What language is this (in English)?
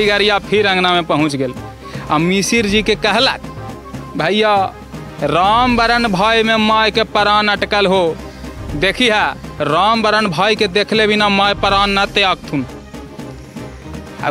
Magahi